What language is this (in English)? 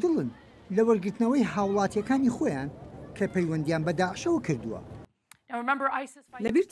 Central Kurdish